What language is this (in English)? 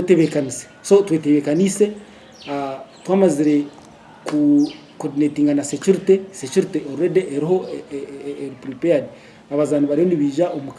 Nyankole